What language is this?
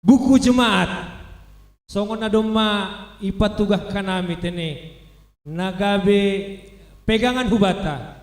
Batak Simalungun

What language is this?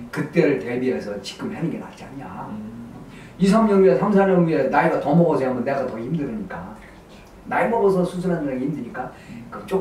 Korean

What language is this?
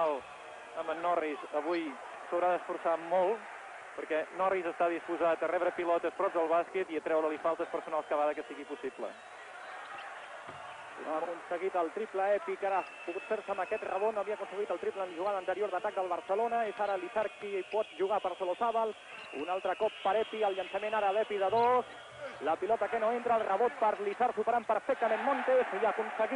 Catalan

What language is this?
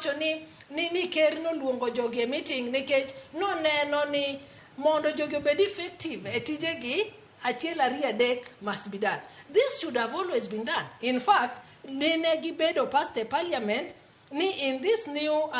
Luo (Kenya and Tanzania)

